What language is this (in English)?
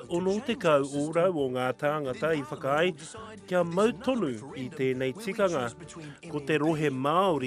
Māori